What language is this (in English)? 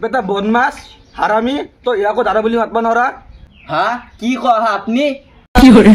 Assamese